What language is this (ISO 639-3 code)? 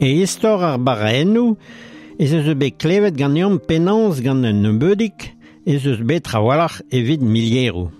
bre